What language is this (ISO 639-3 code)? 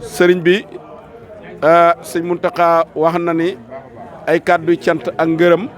wol